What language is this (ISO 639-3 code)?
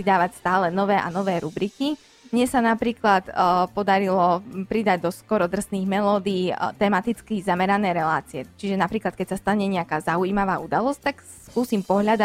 slk